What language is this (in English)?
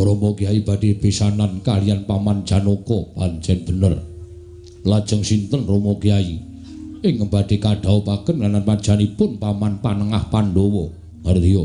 Javanese